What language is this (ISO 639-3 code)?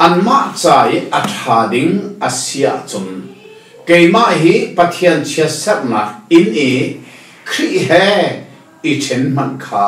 cnh